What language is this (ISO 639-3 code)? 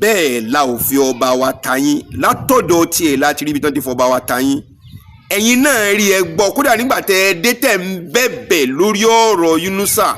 yor